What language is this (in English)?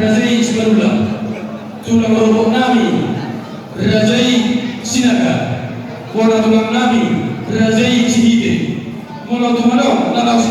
Batak Toba